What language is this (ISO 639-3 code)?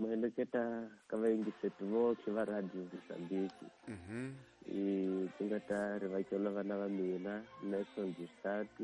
tso